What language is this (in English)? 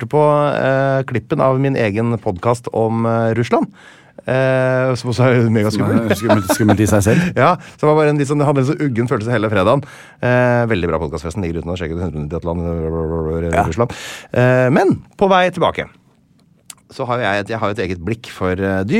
Norwegian